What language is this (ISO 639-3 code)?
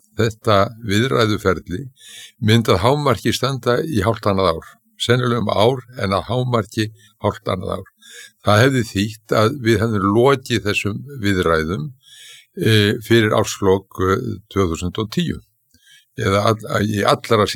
isl